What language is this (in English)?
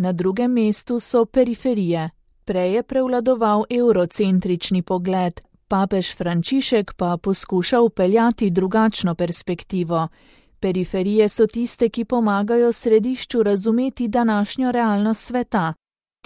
Slovenian